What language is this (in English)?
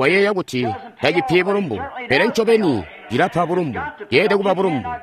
Tonga (Zambia)